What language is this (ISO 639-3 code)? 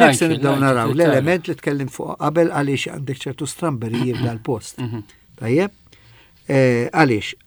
mlt